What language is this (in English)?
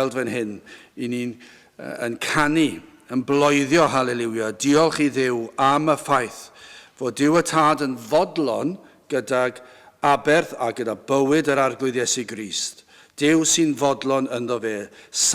Welsh